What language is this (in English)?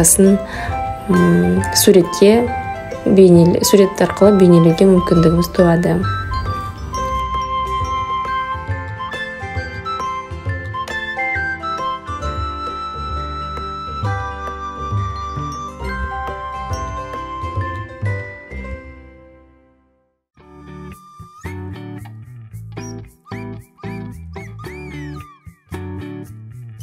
Kazakh